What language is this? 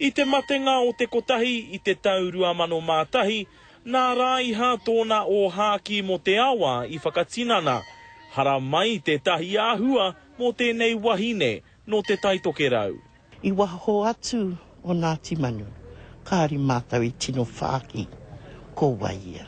Māori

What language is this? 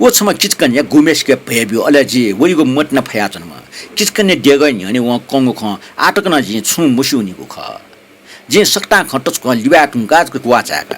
Newari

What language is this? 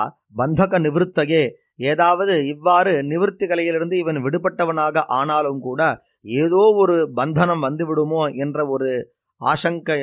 Tamil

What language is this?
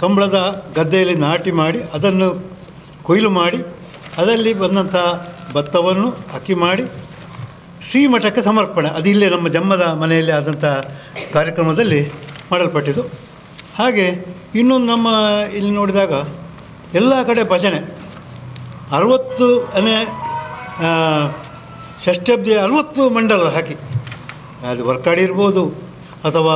Kannada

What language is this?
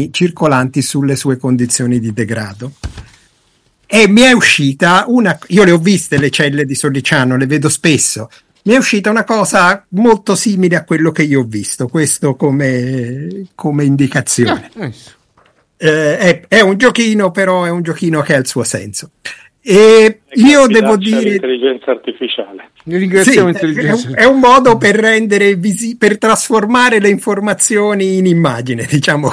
Italian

